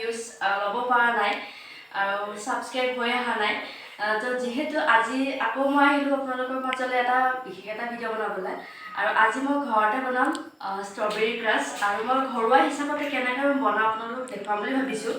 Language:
Assamese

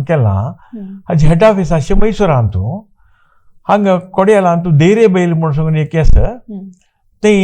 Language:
Konkani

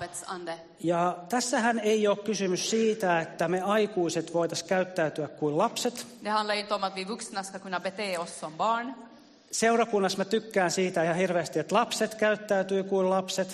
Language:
Finnish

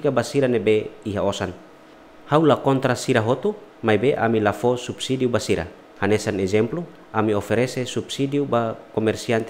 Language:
Tetum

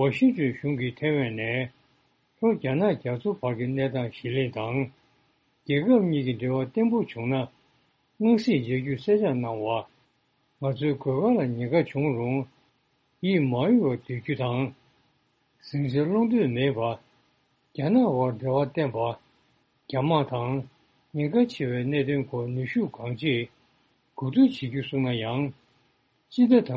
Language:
Tibetan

